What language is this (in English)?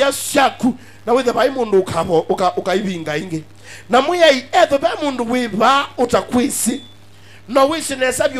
Kamba